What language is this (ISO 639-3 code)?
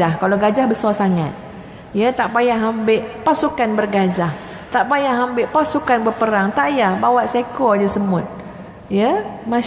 msa